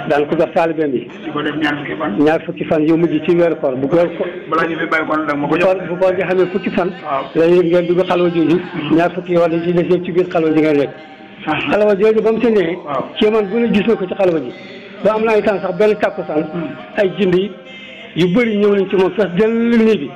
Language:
Wolof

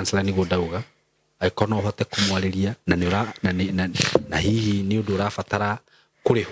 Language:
Kikuyu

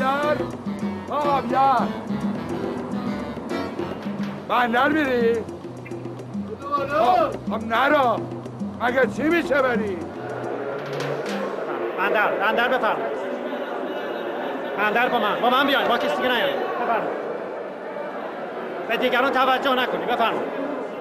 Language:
Persian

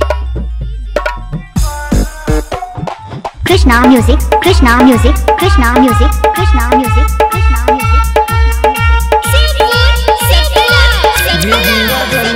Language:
Bhojpuri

